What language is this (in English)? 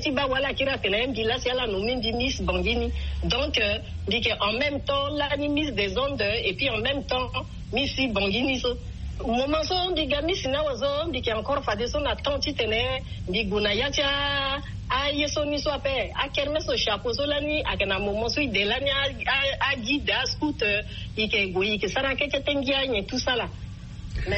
Sango